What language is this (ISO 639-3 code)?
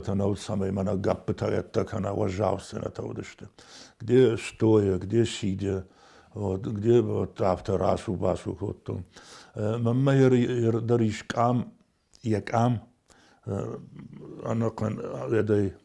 oss